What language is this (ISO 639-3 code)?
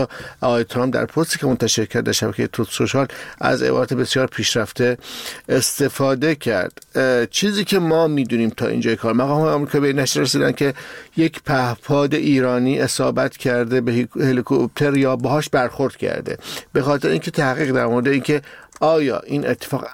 fas